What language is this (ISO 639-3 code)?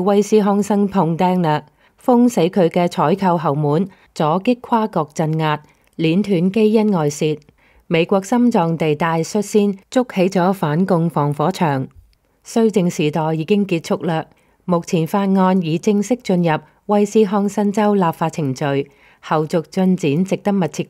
yue